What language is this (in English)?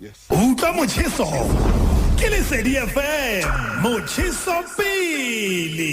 Southern Sotho